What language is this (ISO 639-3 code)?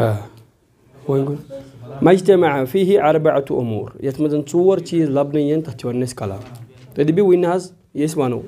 kas